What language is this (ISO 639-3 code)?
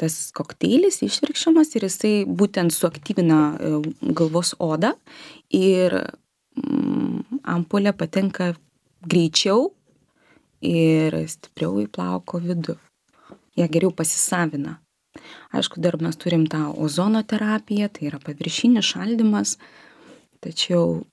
lit